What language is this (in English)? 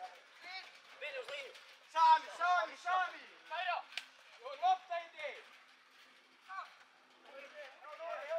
Croatian